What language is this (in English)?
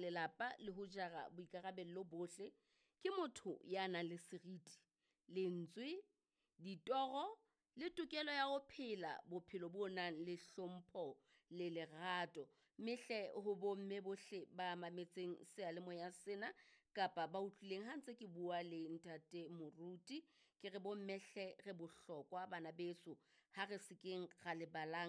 Southern Sotho